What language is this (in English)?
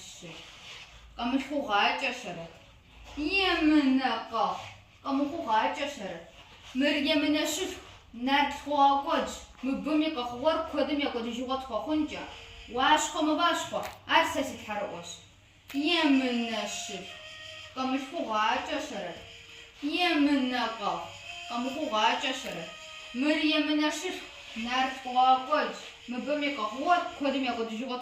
Kabardian